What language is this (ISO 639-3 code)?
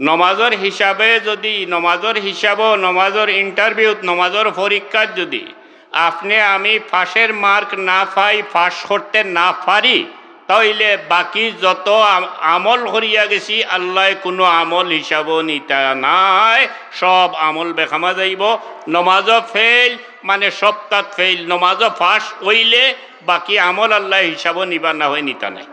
syl